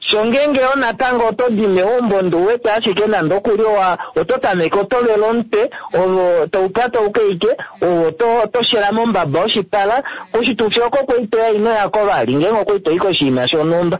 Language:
Kuanyama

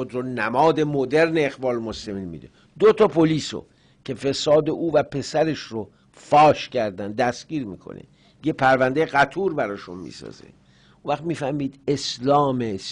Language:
Persian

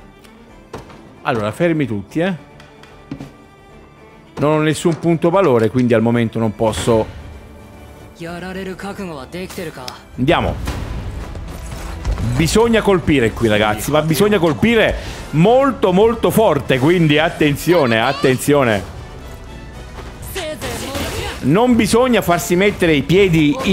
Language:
Italian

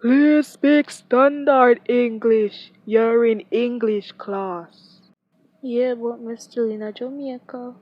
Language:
Jamaican Creole English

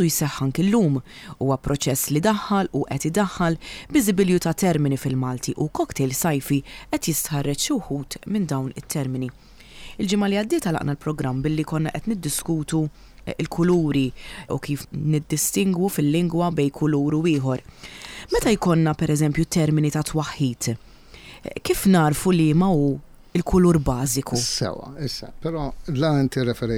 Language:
Maltese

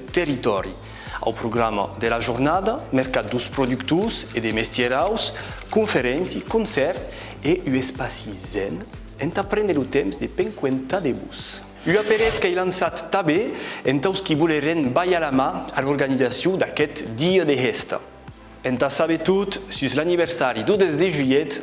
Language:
Occitan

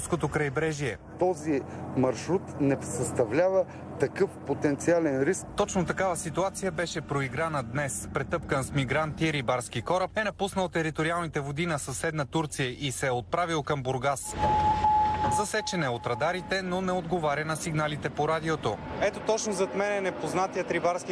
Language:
Bulgarian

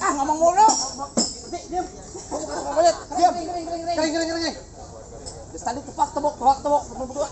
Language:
Betawi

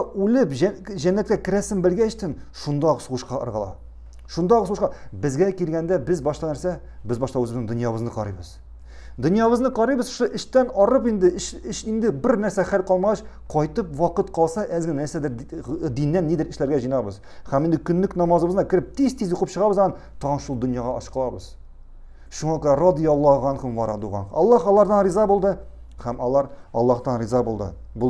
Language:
Tatar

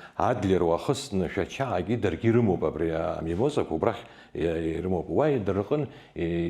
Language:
Abkhazian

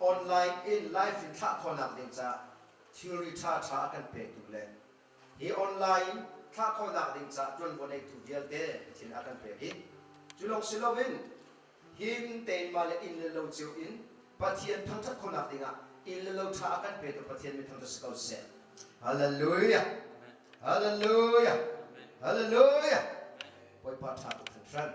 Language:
Hakha Chin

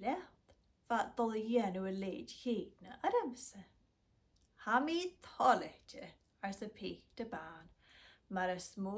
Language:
Scottish Gaelic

